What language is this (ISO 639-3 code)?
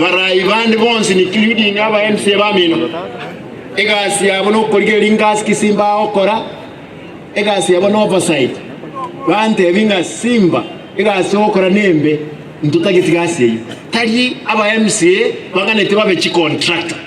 guz